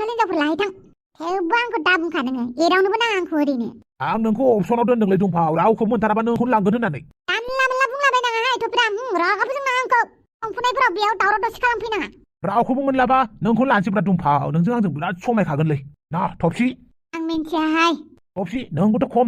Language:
Bodo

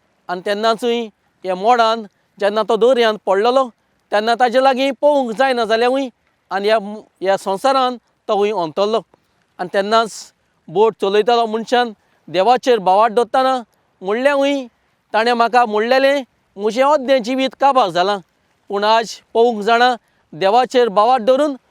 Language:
Konkani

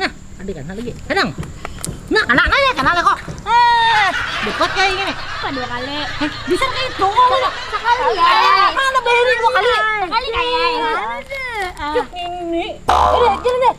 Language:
Banjar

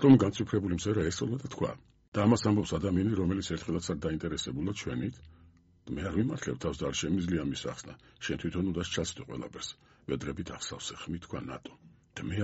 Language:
Georgian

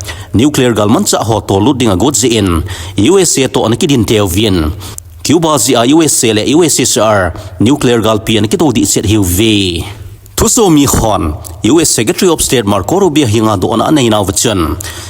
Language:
Thado Chin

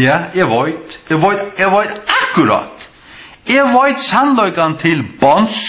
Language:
Faroese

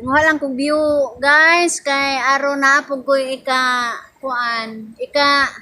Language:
Cebuano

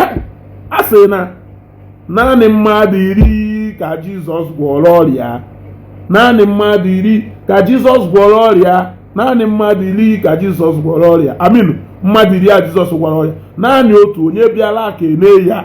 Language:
Igbo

